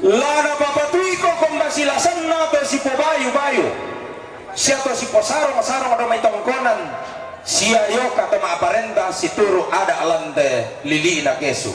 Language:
Toraja-Sa'dan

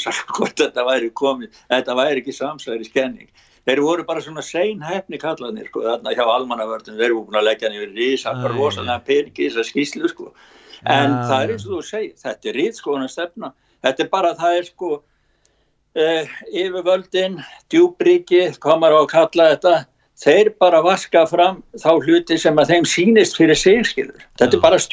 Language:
Icelandic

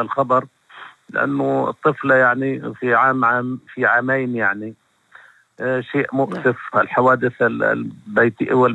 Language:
North Levantine Arabic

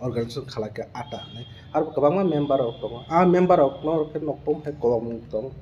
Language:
Kok Borok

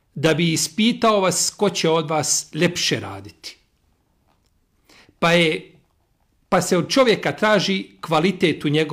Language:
Bosnian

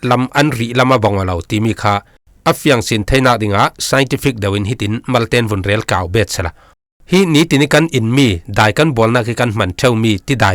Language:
Falam Chin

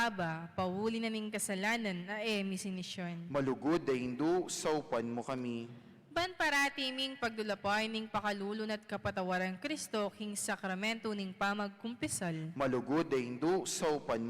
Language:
Pampanga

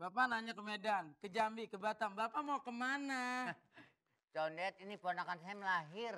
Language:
Betawi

